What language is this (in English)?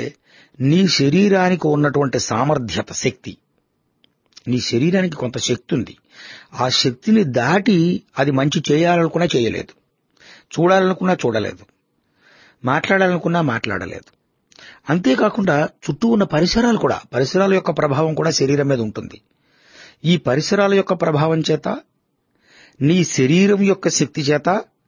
Telugu